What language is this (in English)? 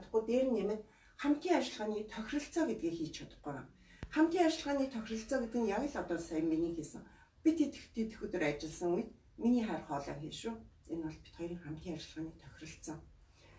Mongolian